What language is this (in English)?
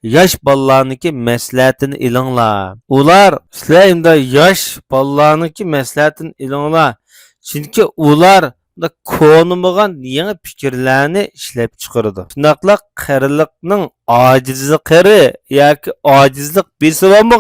Uyghur